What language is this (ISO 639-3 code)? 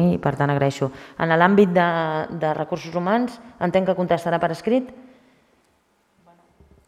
cat